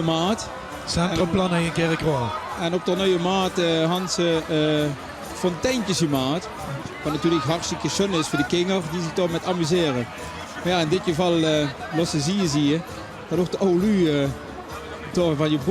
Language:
Limburgish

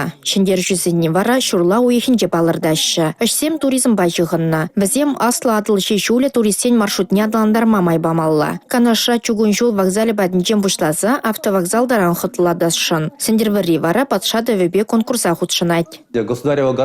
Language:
Chuvash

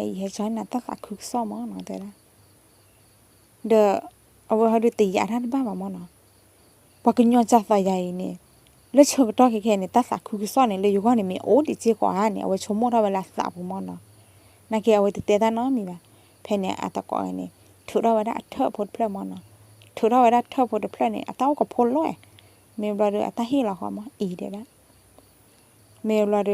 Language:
S'gaw Karen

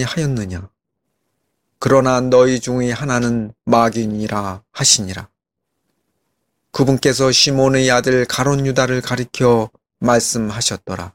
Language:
Korean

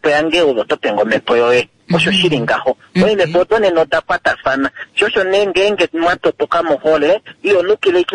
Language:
Kuanyama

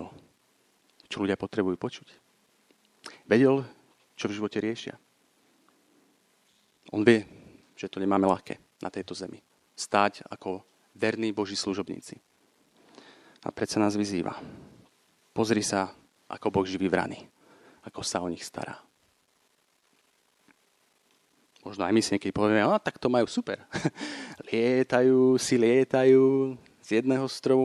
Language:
Slovak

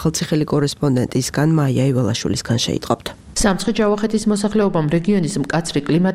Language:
Georgian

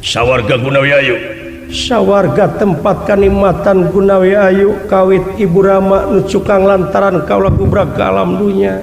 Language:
Sundanese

